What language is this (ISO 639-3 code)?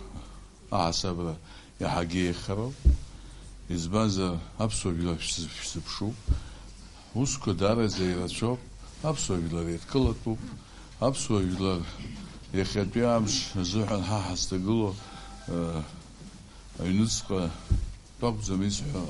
abk